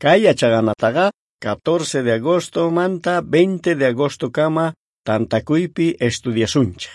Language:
South Bolivian Quechua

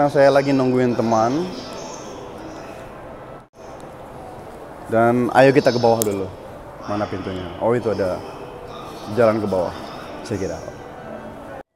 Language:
Indonesian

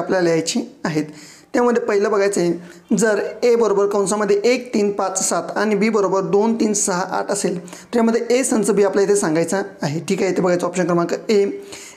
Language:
Marathi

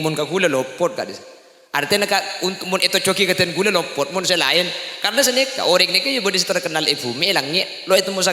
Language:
Madurese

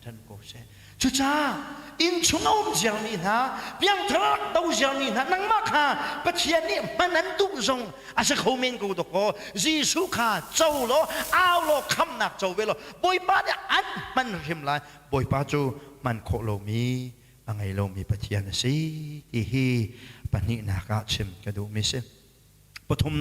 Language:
Hakha Chin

